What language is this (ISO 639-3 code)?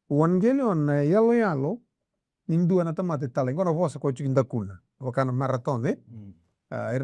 fij